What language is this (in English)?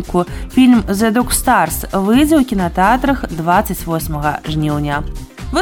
Belarusian